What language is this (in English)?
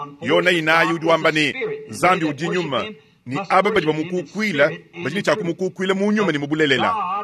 Luba-Lulua